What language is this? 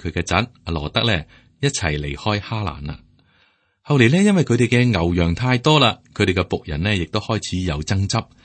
Cantonese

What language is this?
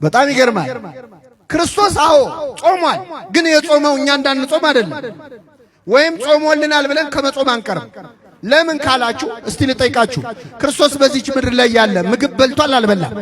Amharic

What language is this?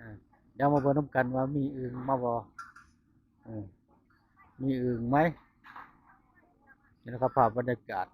Northeastern Thai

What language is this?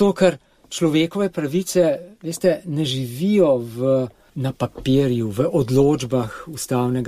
Slovenian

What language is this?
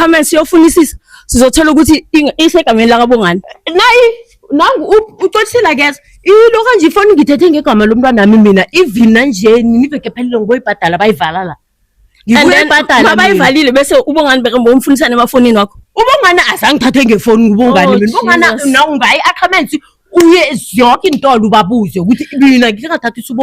Zulu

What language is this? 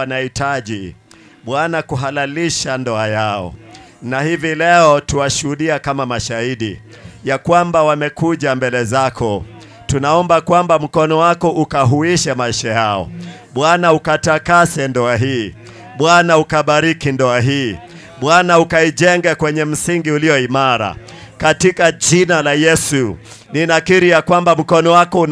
Swahili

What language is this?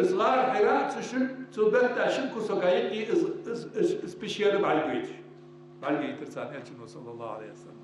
Ingush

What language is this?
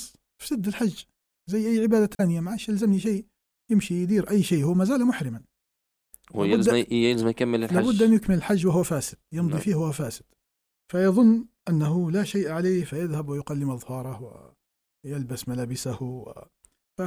Arabic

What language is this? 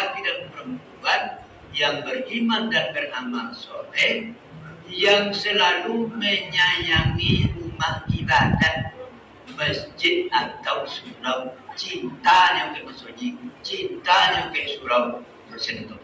Minangkabau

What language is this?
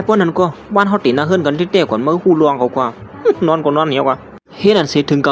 Shan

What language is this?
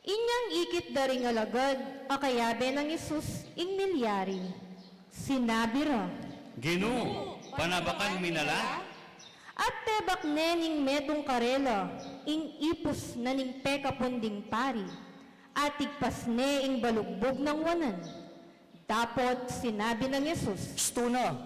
Pampanga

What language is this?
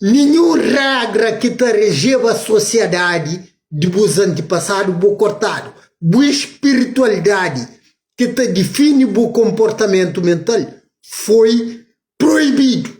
Kabuverdianu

